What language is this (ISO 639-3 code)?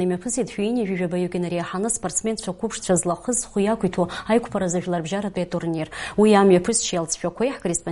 abk